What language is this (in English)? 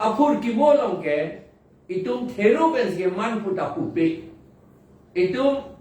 Karbi